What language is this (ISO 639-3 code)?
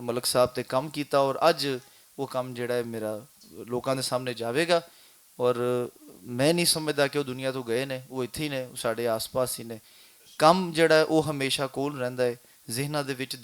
lah